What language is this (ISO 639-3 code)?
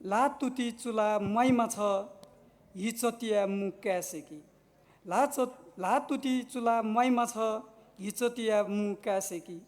new